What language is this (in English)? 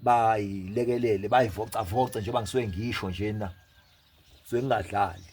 Zulu